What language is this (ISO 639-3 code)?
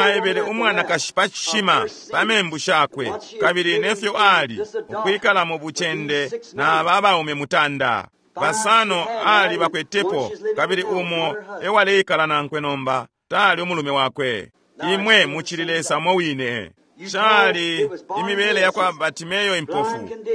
bem